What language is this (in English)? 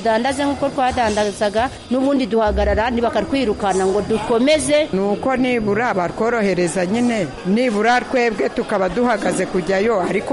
Kinyarwanda